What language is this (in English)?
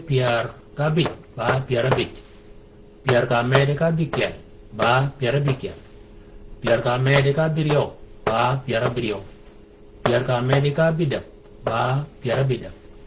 Shilluk